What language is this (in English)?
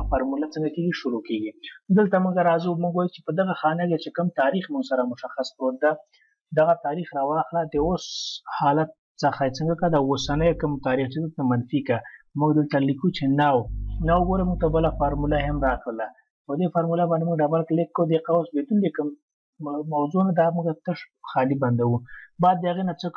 Pashto